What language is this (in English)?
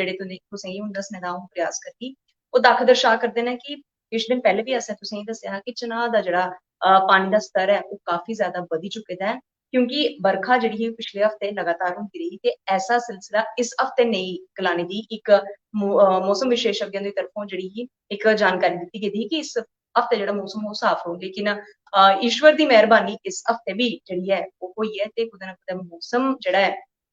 Dogri